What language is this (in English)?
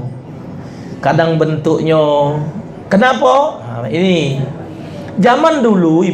Musi